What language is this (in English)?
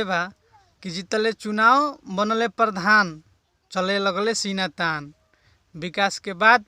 Bhojpuri